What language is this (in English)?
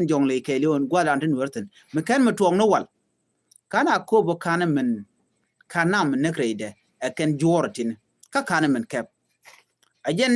Nuer